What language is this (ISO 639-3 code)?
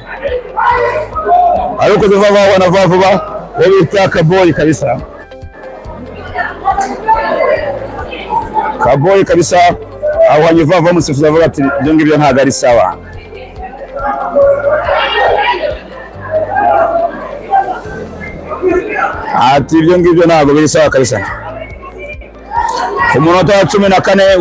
kin